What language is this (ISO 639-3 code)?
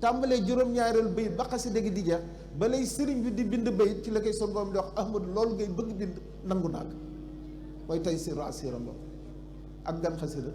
wol